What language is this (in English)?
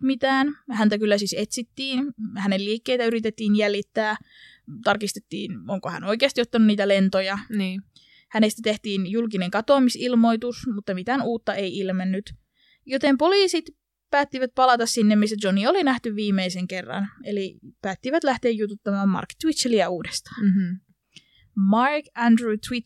Finnish